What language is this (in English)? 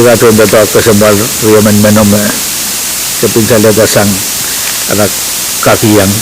Pohnpeian